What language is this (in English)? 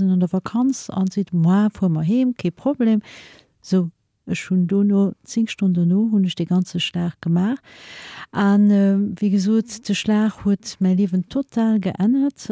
Luxembourgish